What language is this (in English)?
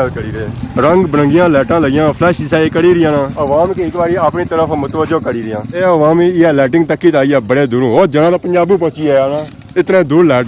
Pahari-Potwari